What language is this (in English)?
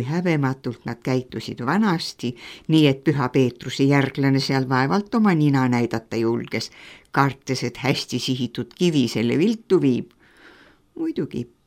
Estonian